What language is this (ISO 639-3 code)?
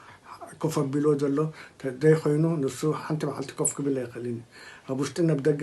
tir